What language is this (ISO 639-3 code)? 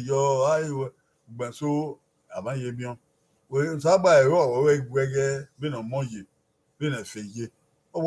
bin